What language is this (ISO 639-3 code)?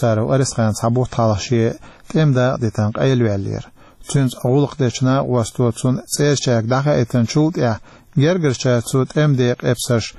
che